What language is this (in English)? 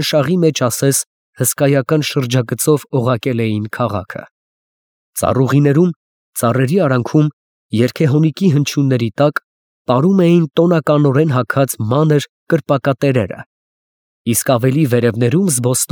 Armenian